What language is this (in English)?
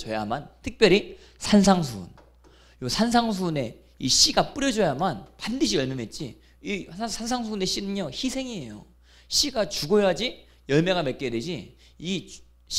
Korean